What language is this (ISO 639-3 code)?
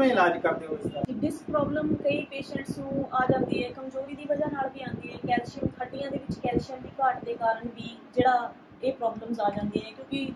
pan